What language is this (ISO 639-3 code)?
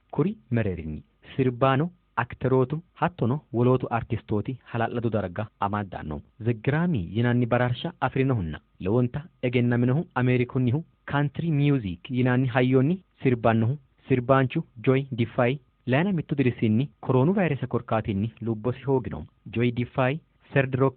sid